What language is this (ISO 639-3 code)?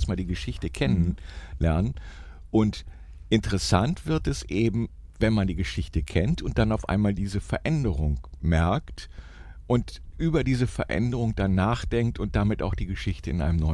deu